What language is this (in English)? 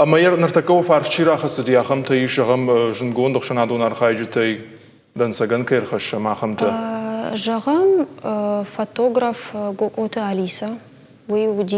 Ossetic